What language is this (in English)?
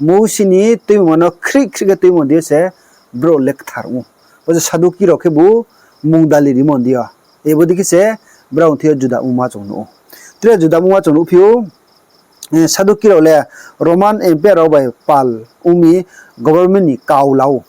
Riang (India)